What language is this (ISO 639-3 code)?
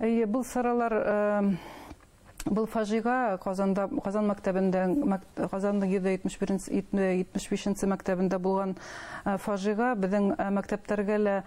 bak